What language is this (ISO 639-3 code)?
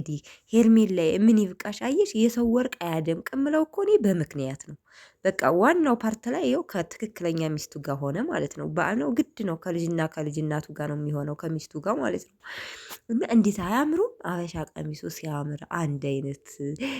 amh